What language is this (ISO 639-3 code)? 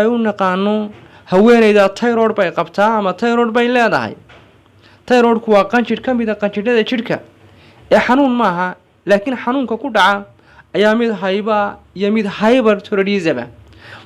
som